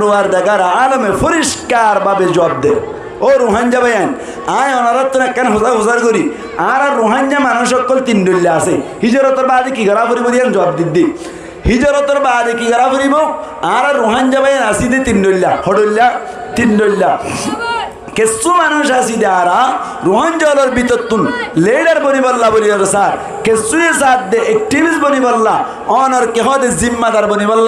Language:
Rohingya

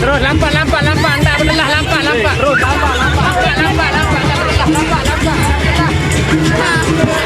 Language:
Sasak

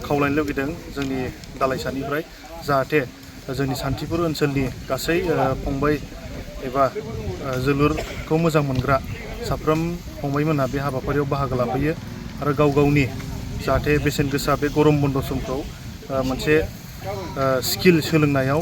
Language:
Bodo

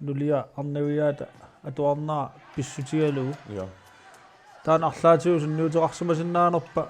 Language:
Kalaallisut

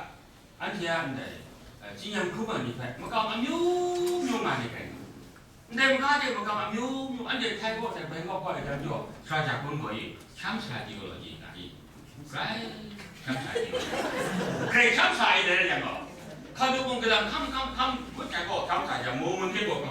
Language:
Kachin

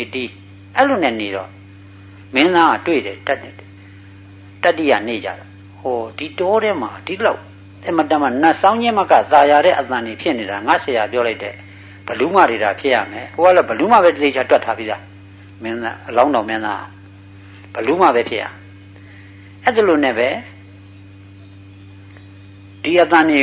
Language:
Burmese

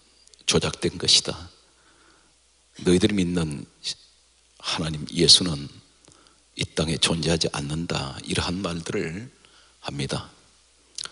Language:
Korean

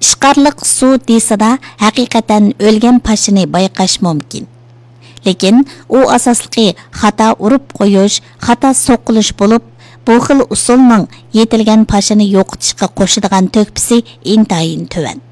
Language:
Uyghur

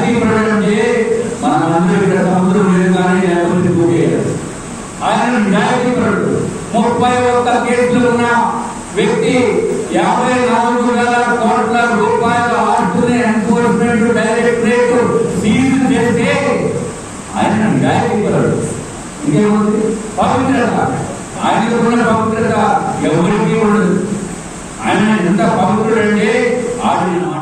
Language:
Telugu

